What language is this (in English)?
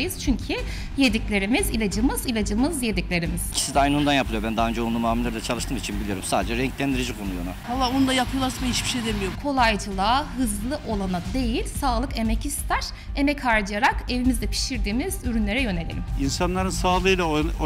Turkish